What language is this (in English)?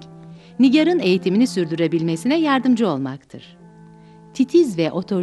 Turkish